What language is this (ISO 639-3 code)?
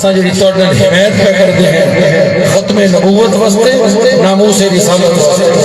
skr